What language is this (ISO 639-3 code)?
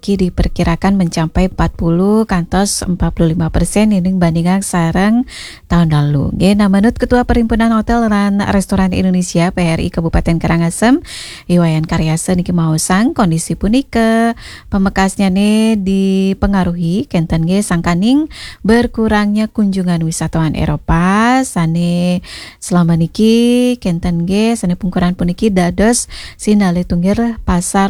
ban